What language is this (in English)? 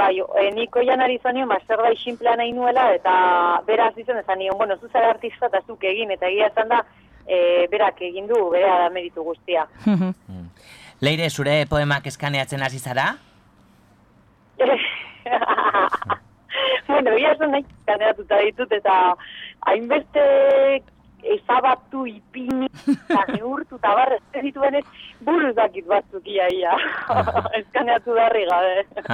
Basque